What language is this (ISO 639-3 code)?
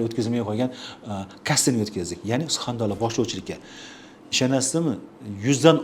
uzb